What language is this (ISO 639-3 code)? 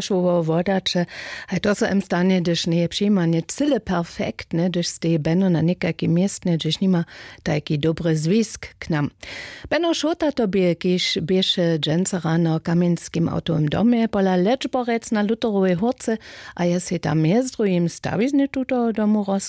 hsb